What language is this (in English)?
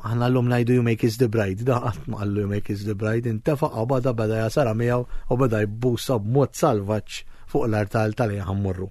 Maltese